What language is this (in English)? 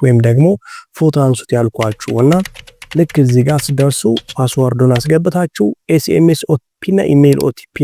Amharic